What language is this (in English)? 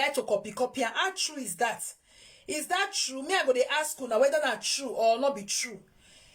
Nigerian Pidgin